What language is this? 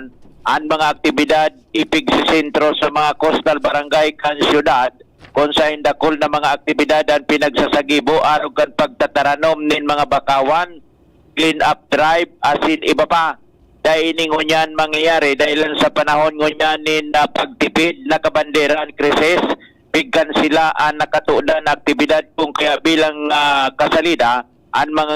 Bikol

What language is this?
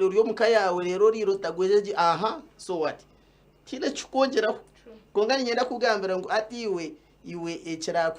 Nyankole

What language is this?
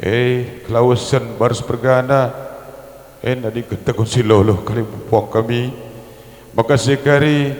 Batak Karo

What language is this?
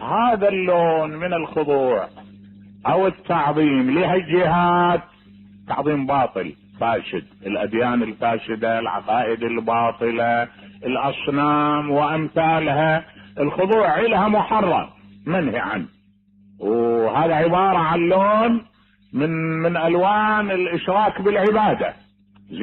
Mesopotamian Arabic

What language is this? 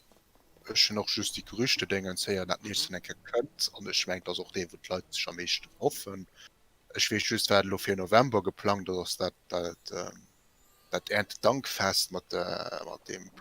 Luxembourgish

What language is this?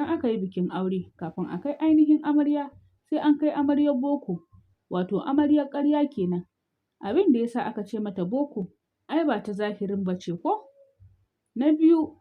Hausa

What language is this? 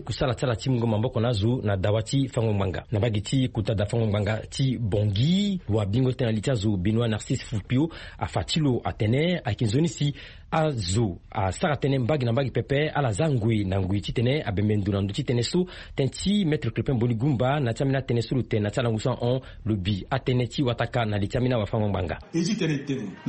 Sango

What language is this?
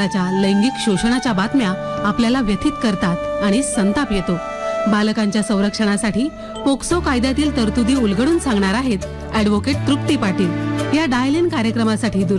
Marathi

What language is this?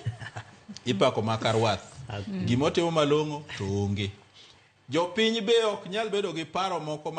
Luo (Kenya and Tanzania)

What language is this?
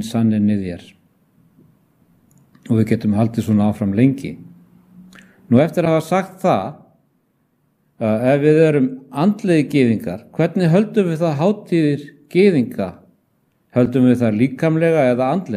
Icelandic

